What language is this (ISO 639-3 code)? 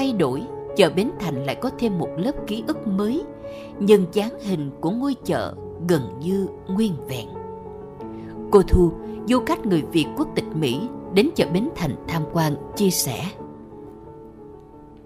vie